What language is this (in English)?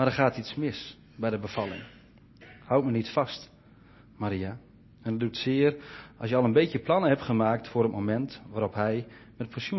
Dutch